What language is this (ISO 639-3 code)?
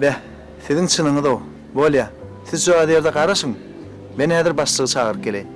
tuk